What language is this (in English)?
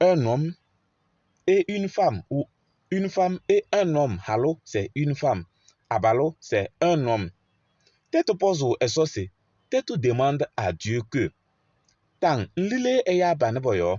Kabiyè